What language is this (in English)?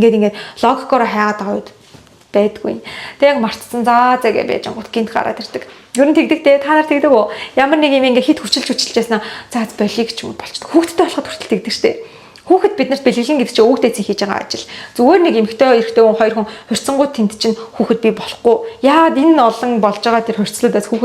Mongolian